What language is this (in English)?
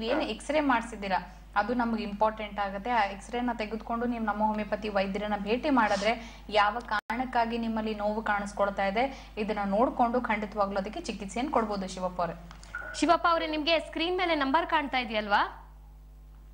Kannada